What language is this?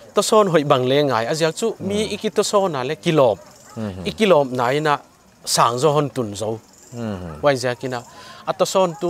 Paite Chin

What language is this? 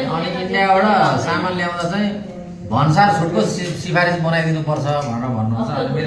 Nepali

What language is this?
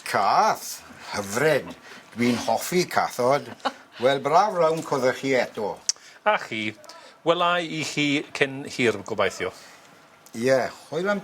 Welsh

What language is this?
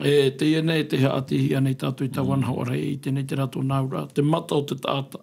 Tahitian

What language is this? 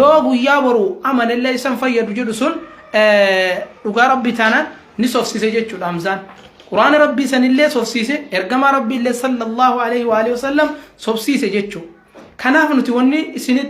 Oromo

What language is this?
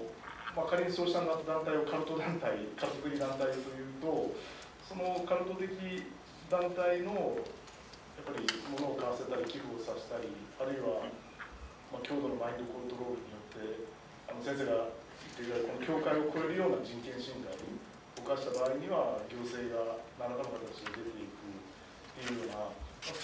Japanese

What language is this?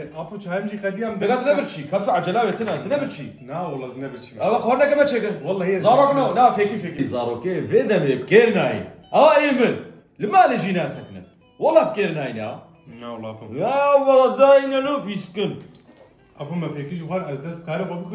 Kurdish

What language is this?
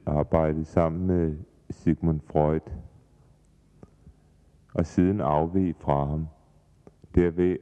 Danish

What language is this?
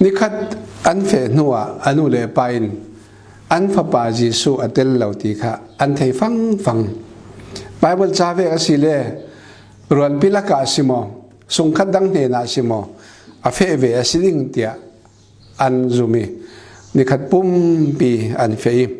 Falam Chin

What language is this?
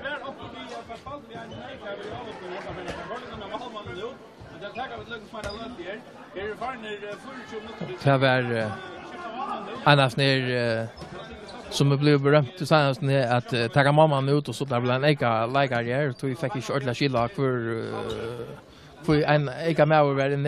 Faroese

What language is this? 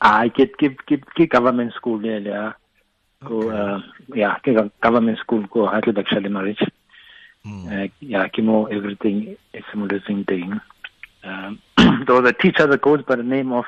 Tswana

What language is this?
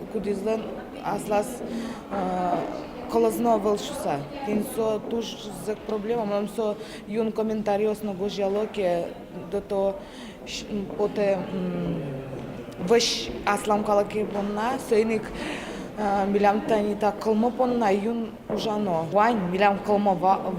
Udmurt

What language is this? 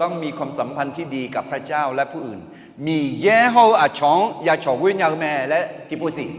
Akha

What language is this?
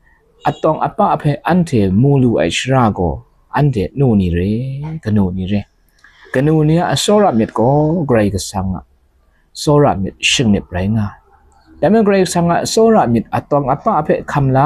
Kachin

